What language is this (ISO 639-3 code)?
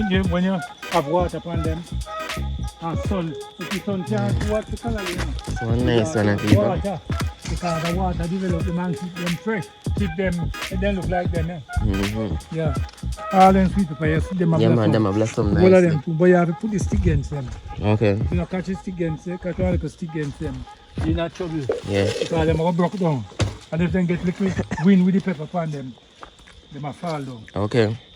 jam